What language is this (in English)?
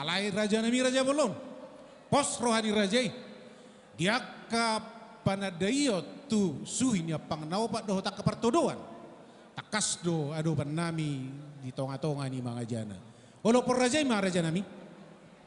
Batak Toba